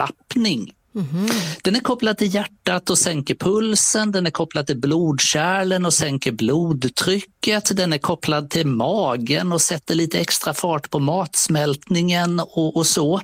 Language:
Swedish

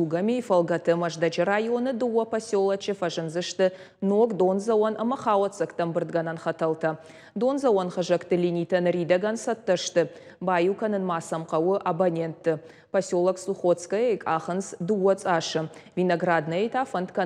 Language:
Ossetic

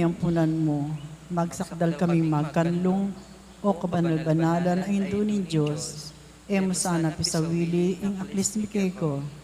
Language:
Pampanga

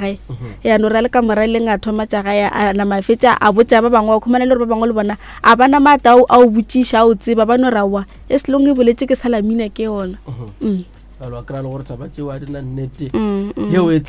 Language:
Northern Sotho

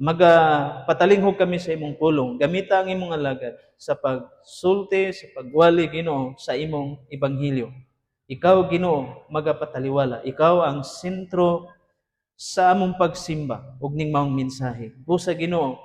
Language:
Cebuano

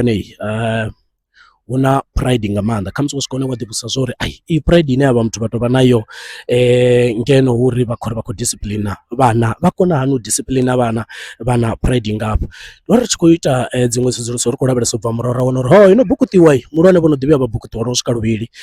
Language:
Venda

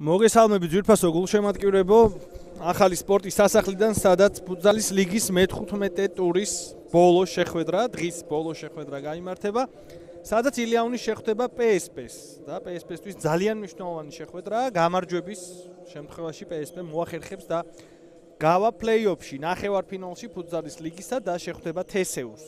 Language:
Georgian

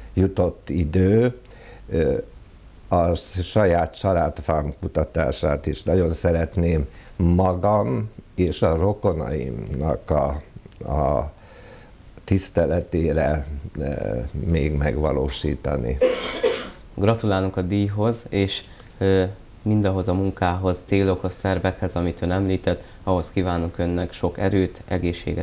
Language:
Hungarian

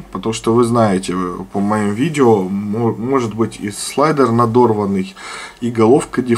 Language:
Russian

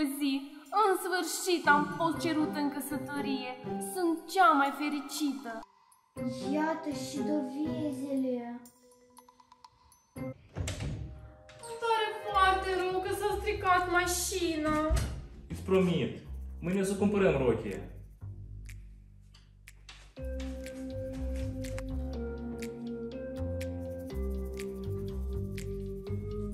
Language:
Romanian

